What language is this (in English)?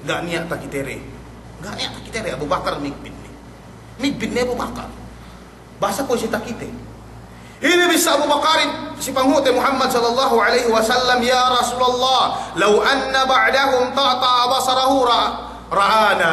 Yakan